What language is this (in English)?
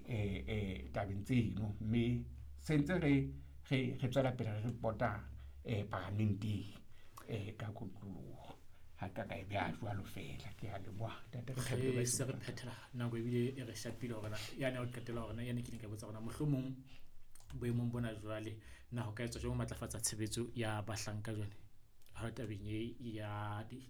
Southern Sotho